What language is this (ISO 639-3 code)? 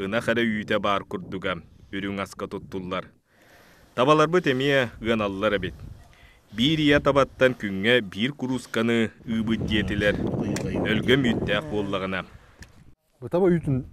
sah